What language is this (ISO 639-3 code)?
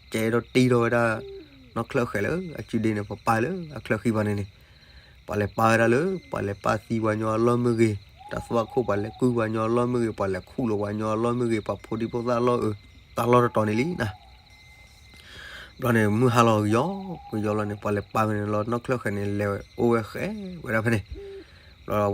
ksw